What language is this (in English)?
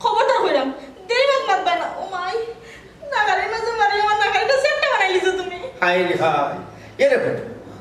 Sylheti